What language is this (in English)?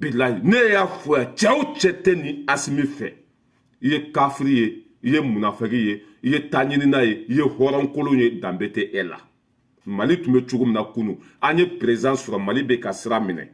Bambara